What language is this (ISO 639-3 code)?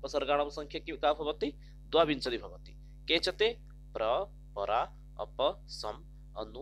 san